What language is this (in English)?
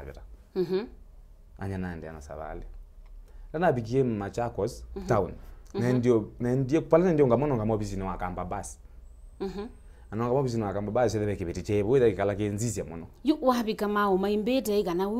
Kamba